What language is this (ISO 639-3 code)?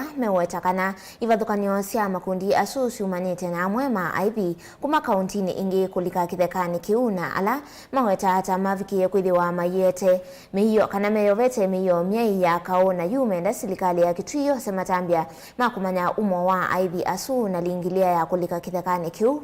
kam